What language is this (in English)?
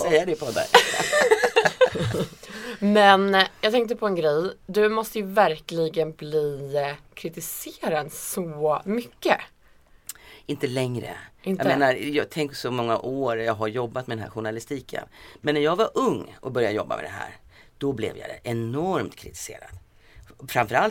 Swedish